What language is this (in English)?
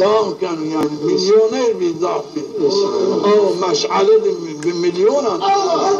Zaza